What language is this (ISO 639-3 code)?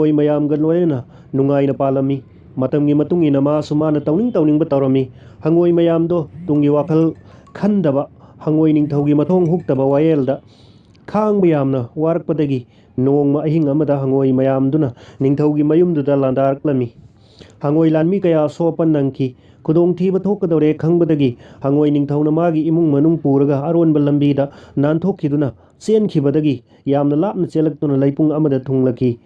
mni